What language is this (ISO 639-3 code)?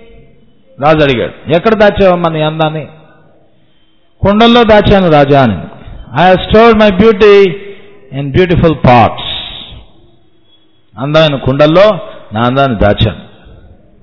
tel